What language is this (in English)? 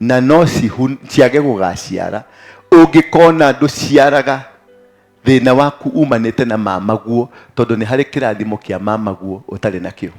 Kikuyu